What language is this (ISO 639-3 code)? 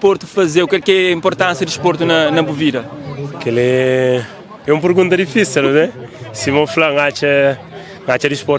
kea